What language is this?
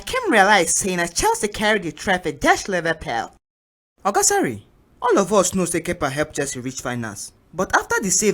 Nigerian Pidgin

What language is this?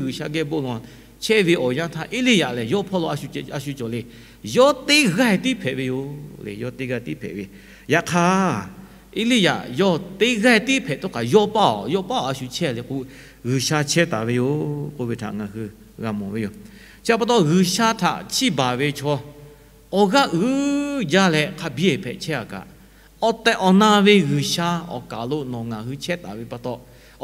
Lahu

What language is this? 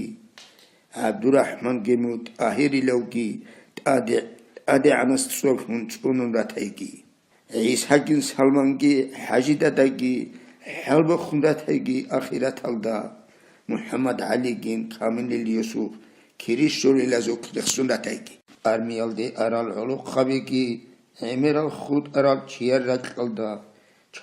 Avaric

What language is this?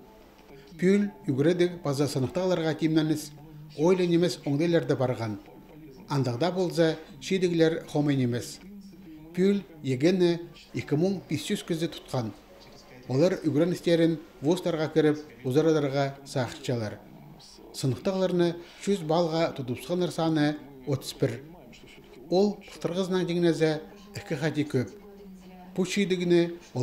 Khakas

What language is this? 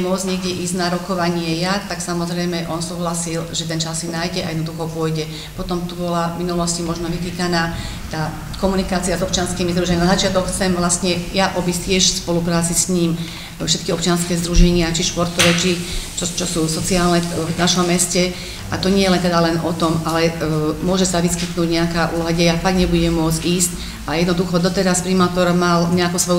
Slovak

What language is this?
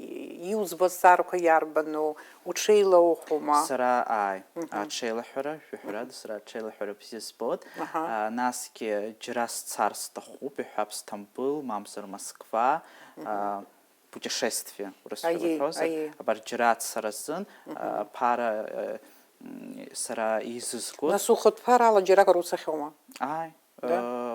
Abkhazian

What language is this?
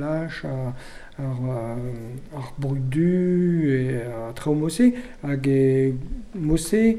Breton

